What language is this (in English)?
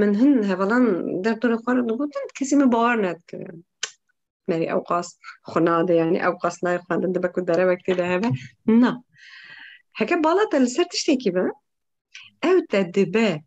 Kurdish